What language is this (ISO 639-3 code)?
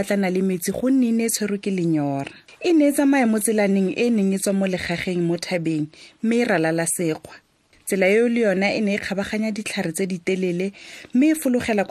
tsn